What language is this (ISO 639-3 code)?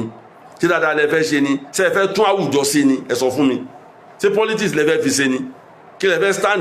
yor